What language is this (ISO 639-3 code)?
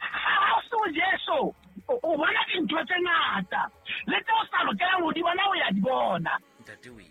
sot